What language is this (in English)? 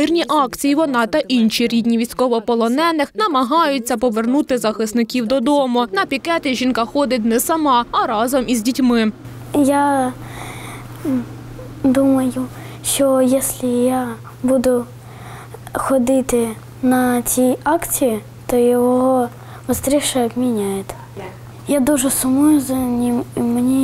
Ukrainian